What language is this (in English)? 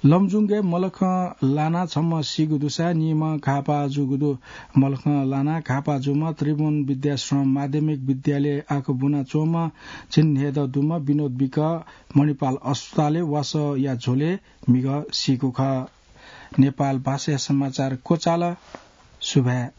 Newari